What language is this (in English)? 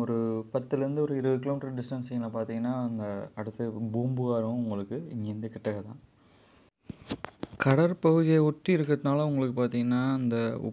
Tamil